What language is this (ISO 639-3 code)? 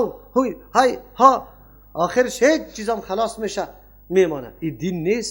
fas